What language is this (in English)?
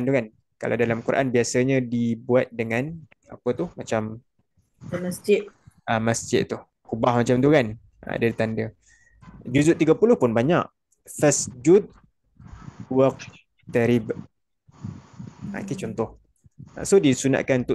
Malay